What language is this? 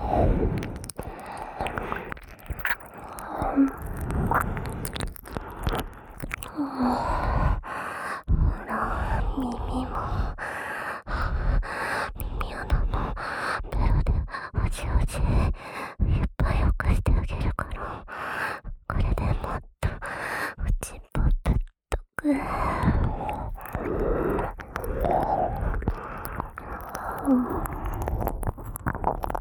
Japanese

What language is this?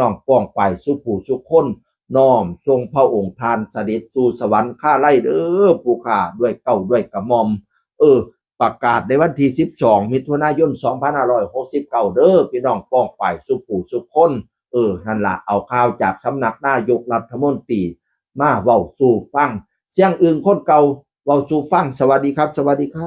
Northeastern Thai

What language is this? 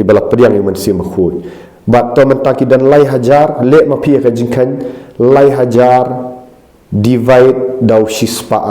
Khasi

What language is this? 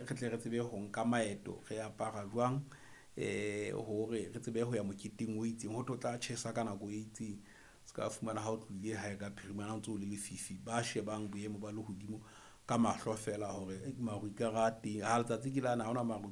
Southern Sotho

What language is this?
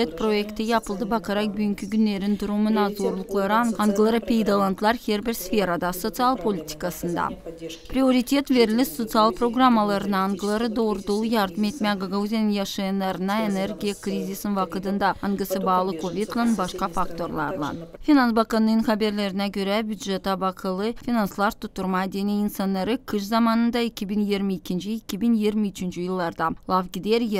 Gagauz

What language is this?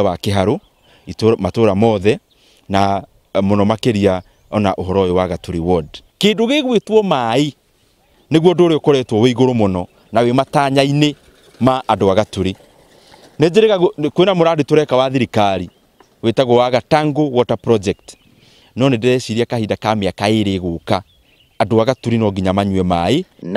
Kikuyu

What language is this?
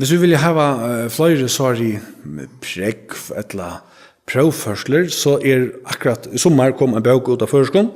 Faroese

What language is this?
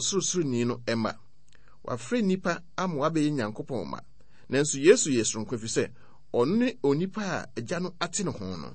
Akan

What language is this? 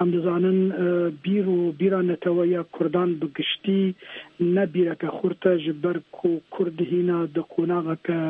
Kurdish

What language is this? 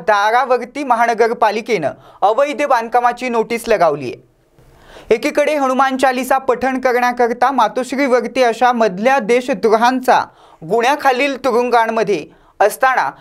Marathi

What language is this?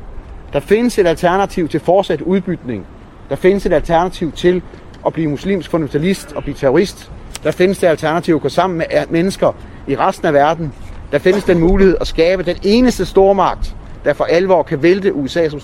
Danish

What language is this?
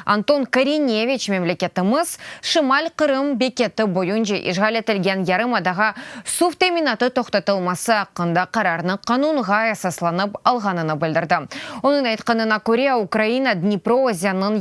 Crimean Tatar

